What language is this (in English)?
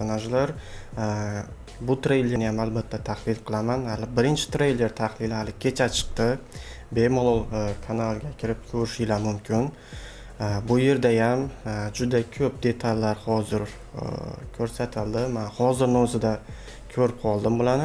Uzbek